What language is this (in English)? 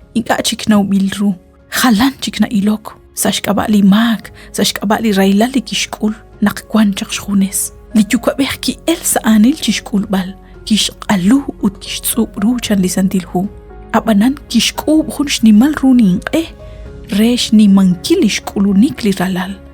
Kekchí